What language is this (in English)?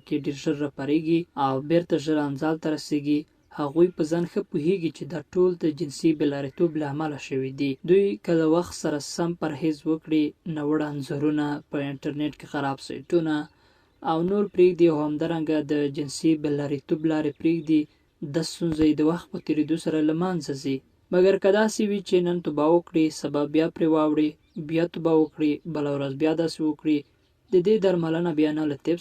Pashto